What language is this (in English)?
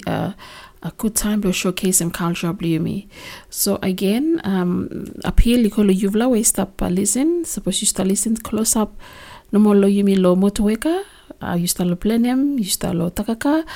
Bislama